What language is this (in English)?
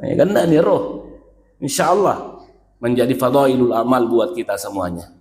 Buginese